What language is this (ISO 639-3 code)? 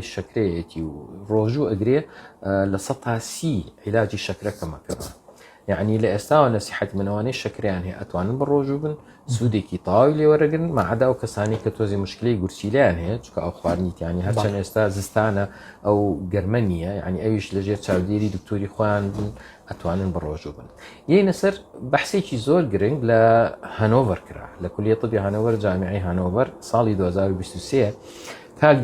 ckb